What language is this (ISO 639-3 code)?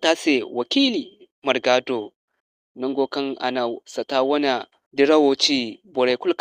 dje